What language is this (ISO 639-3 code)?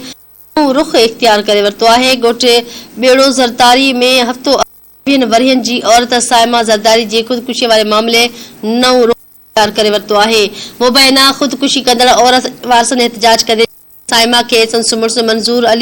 snd